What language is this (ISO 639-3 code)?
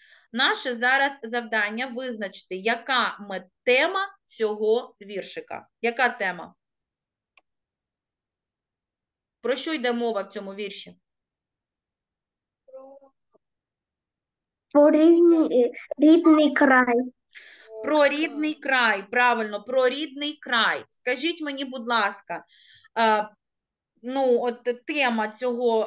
ukr